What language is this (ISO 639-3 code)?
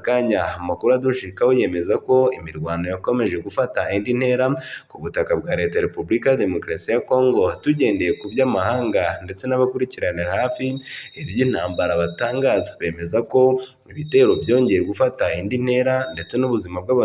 kin